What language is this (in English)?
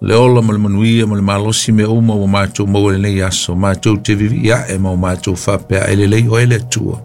Samoan